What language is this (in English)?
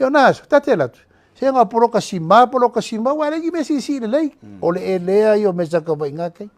Samoan